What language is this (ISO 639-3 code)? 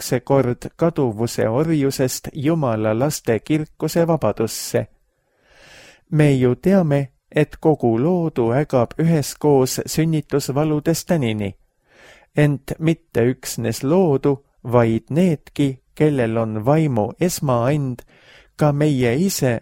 est